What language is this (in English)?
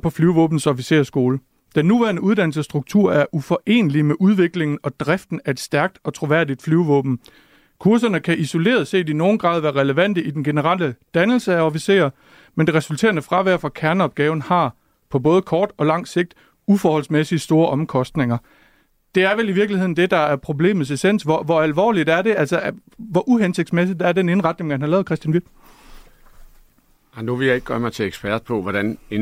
Danish